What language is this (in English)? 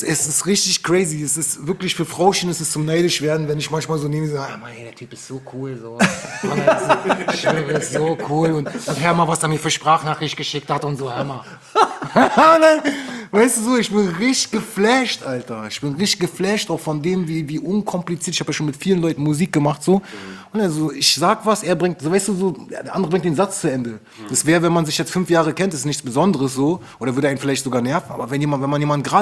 German